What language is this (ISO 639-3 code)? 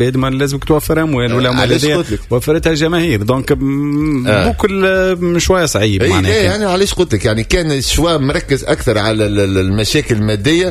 aeb